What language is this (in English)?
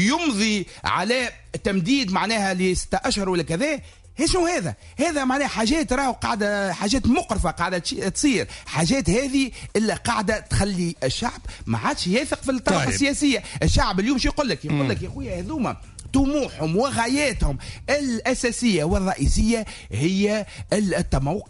Tunisian Arabic